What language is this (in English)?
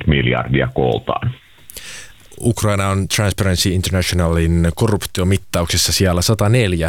Finnish